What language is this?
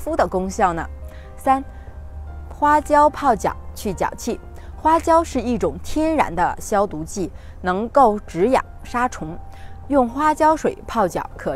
Chinese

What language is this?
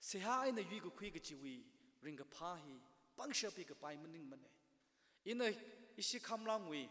Tangkhul Naga (India)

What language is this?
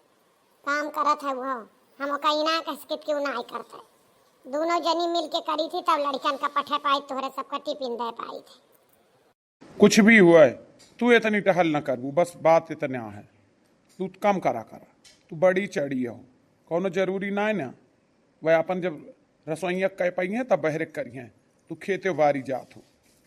Awadhi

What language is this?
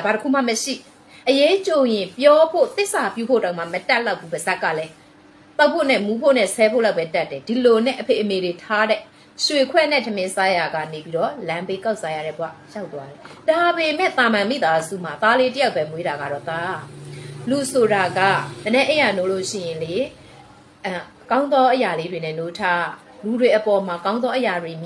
Burmese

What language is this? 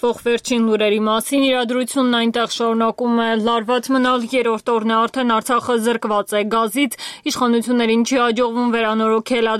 Armenian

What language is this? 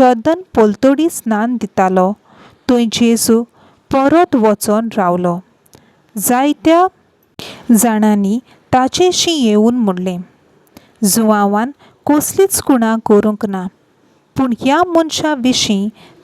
Konkani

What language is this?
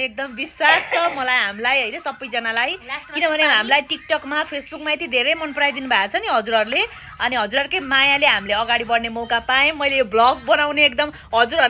Nepali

